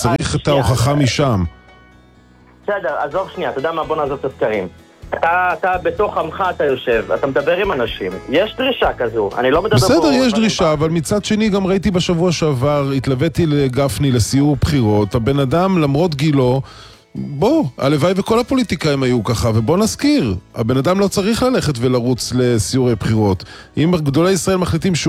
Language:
Hebrew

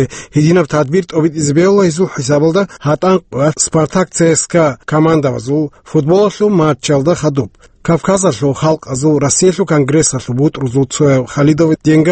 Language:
Avaric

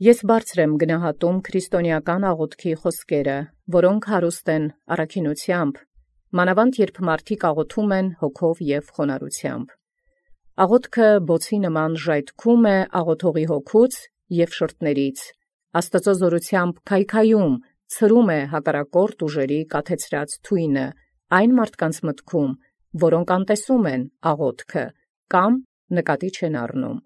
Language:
Armenian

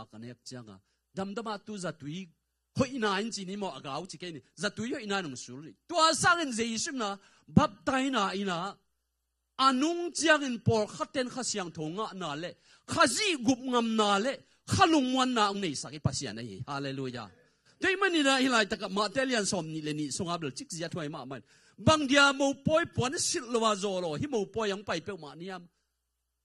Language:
Tedim Chin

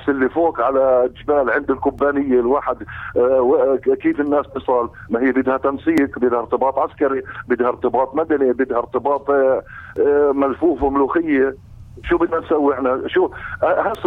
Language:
North Levantine Arabic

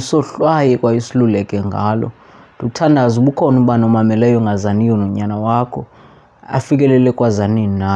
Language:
Xhosa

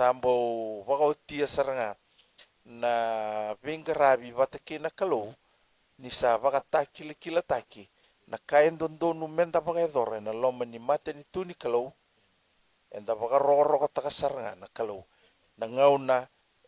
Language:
Fijian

